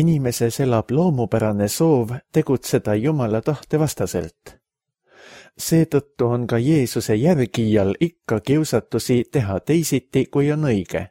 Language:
Estonian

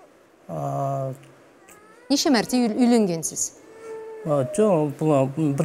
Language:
Kazakh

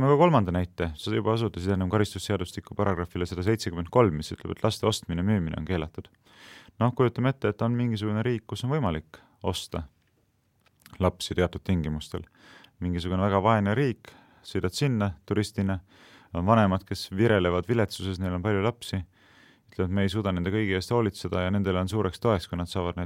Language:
Estonian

